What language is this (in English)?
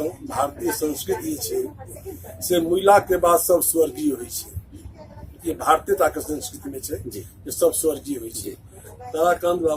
Maithili